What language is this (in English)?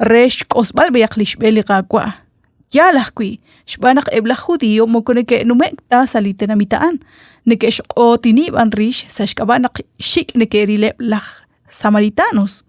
Kekchí